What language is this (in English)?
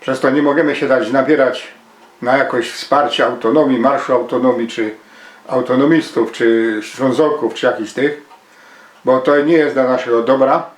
Silesian